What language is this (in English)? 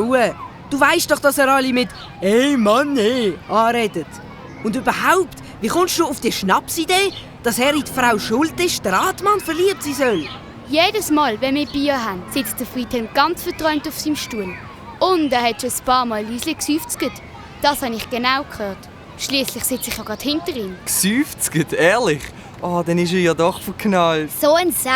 Swiss German